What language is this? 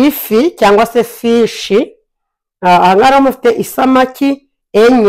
Kinyarwanda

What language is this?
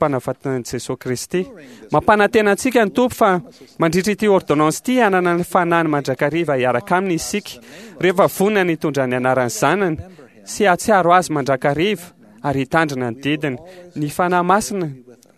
Malagasy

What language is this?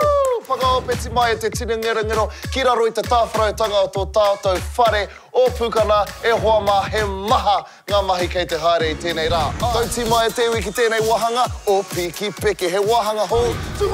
Māori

